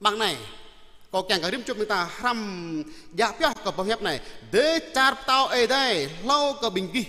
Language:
Jarai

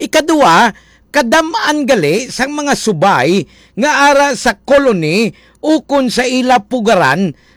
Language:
Hiligaynon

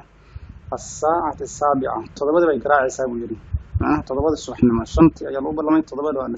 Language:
Somali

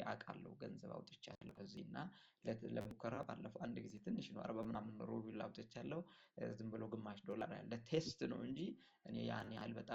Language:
Amharic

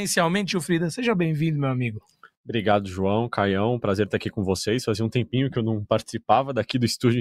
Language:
Portuguese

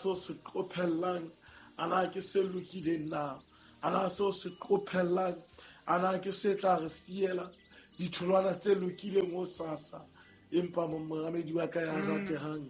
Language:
Southern Sotho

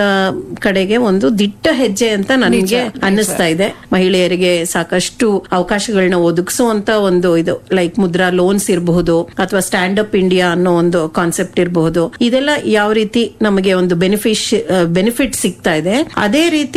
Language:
Kannada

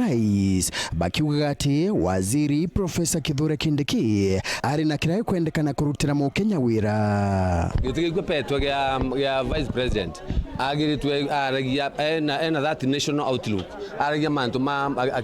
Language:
Meru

